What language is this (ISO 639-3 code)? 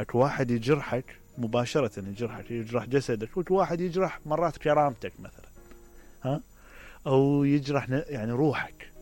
acm